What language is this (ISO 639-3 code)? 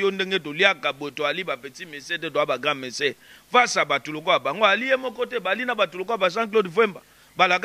lin